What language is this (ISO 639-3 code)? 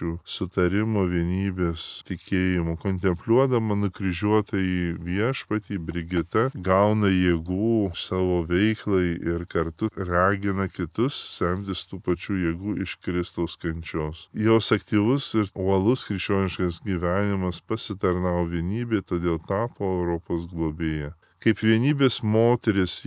lit